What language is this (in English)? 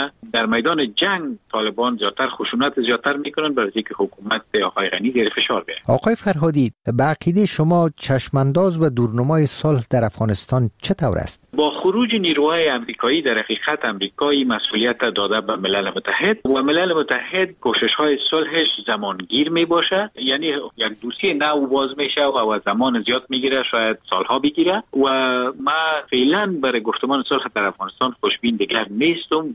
Persian